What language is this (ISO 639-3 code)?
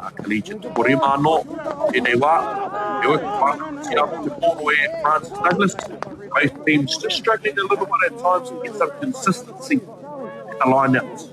mri